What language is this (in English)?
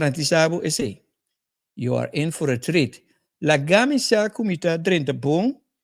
Papiamento